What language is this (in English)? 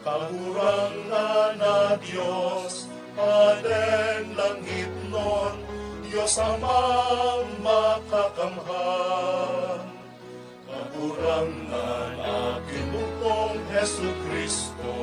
Bikol